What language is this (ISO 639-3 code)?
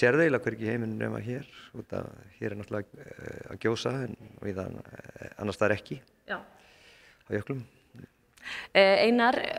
isl